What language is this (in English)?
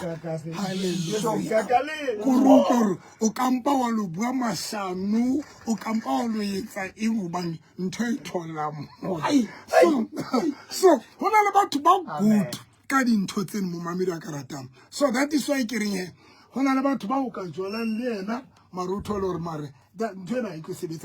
Southern Sotho